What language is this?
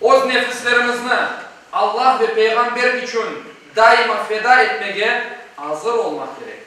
Crimean Tatar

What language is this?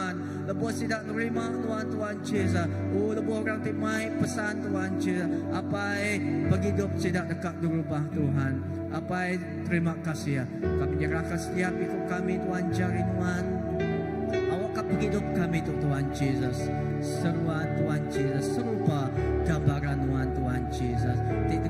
Iban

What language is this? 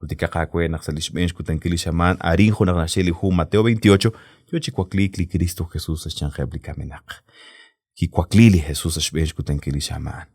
Kekchí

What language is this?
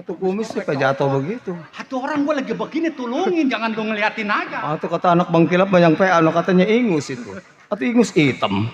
Betawi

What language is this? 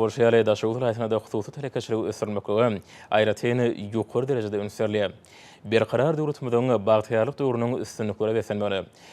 Turkmen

